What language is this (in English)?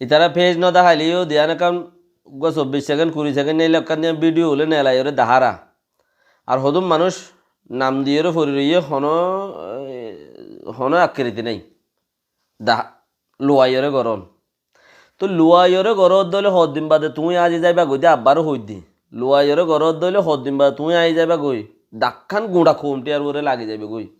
Rohingya